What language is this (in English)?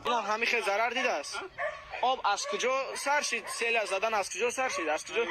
Tajik